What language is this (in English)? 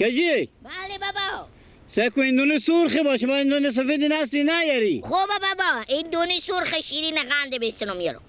Persian